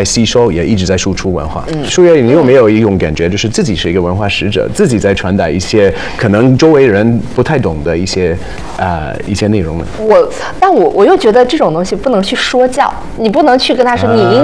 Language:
Chinese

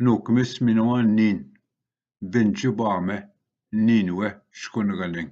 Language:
Ojibwa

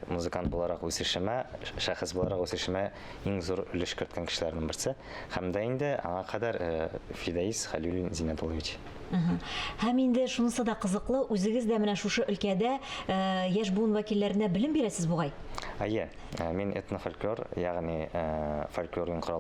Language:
Tatar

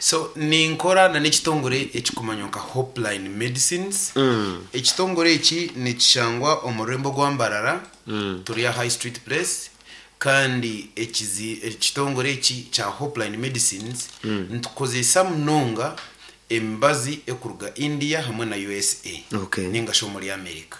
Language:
Nyankole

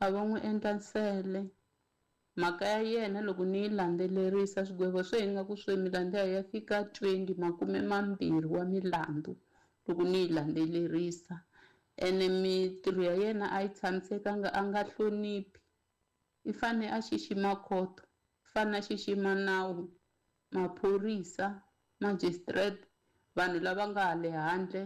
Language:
Tsonga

